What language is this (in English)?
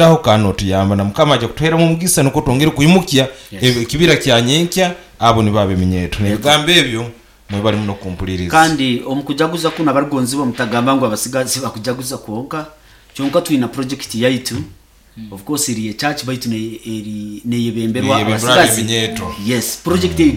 Nyoro